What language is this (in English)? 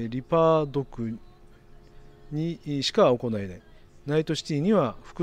Japanese